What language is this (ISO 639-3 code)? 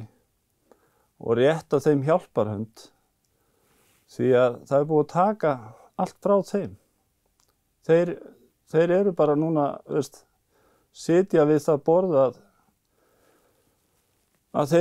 isl